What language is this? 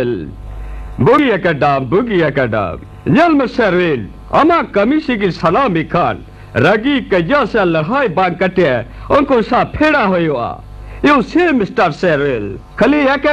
Santali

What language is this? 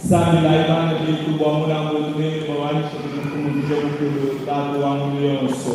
Luba-Lulua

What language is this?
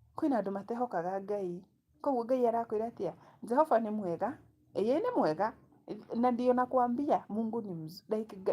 Kikuyu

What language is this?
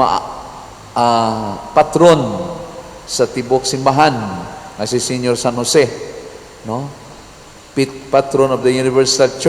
Cebuano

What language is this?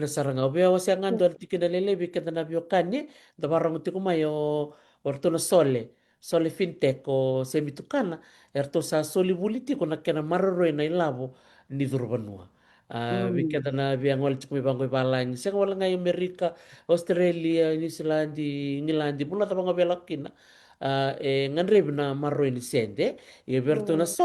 Fijian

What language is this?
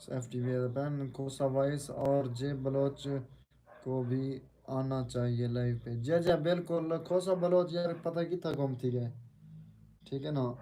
Saraiki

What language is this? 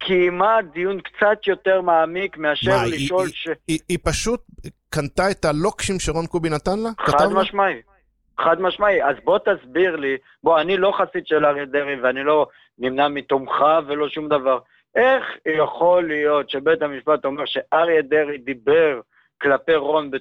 Hebrew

